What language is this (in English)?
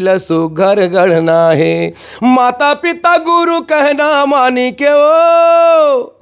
Chhattisgarhi